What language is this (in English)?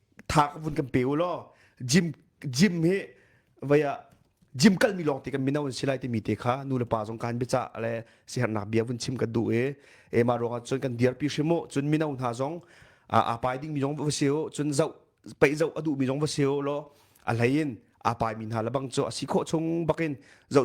Hakha Chin